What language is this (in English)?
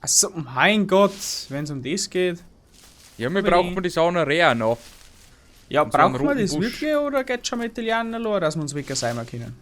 Bavarian